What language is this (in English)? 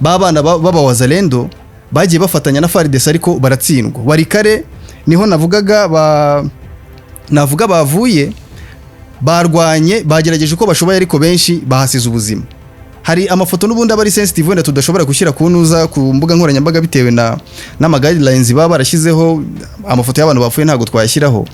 Kinyarwanda